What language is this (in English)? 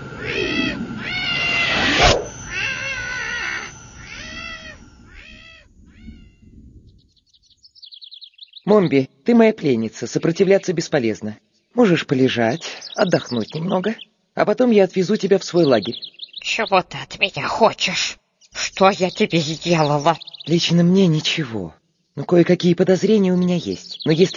Russian